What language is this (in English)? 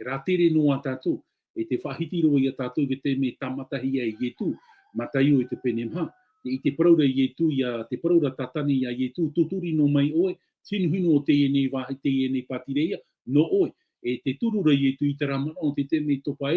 Tahitian